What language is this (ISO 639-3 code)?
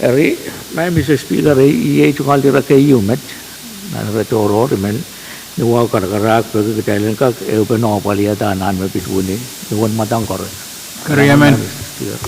pon